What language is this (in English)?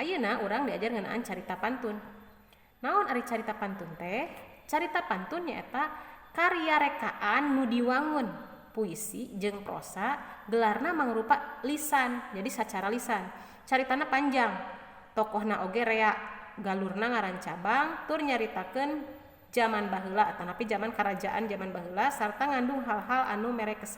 Sundanese